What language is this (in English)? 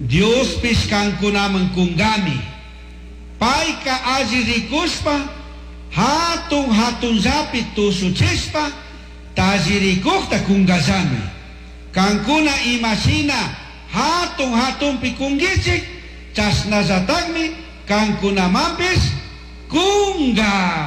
Chimborazo Highland Quichua